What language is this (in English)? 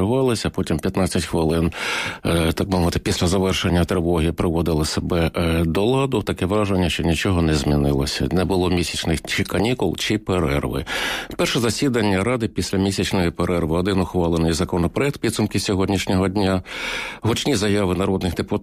Ukrainian